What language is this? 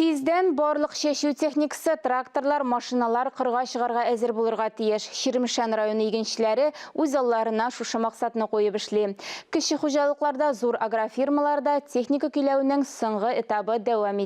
Tatar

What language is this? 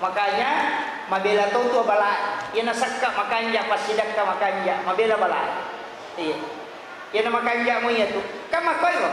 Buginese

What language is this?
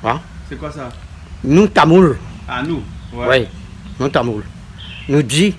Réunion Creole French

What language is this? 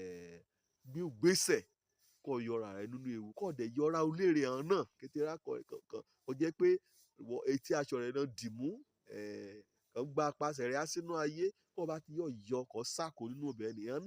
Yoruba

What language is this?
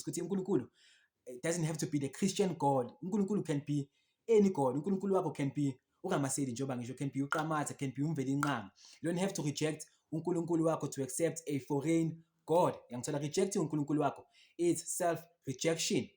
Zulu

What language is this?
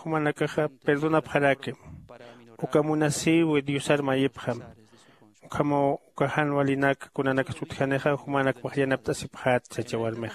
Aymara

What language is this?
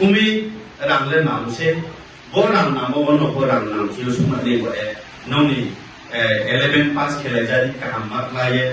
Riang (India)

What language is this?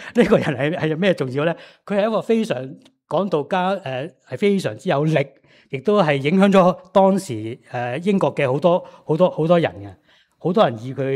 Cantonese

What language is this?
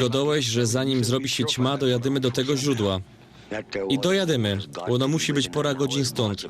Silesian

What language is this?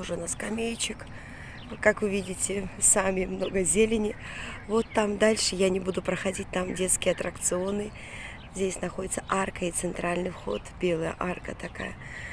Russian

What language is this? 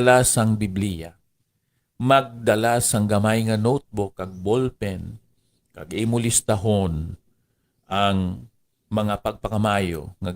Hiligaynon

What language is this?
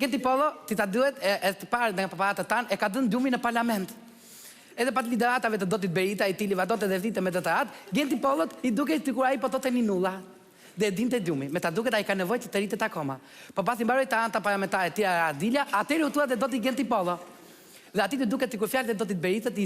Albanian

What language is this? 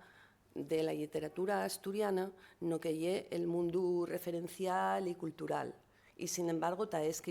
Asturian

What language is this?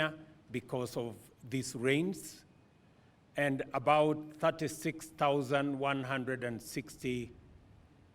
Meru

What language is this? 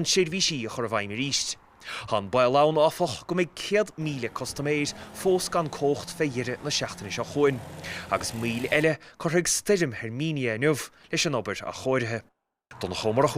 Irish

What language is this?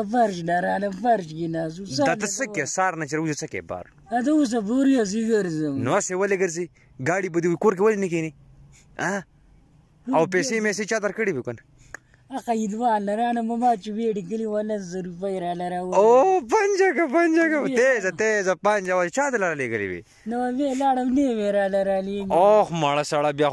Pashto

